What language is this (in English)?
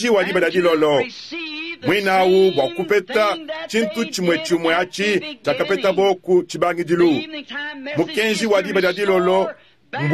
Luba-Lulua